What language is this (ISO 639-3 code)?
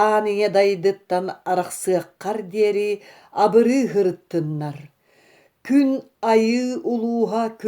sah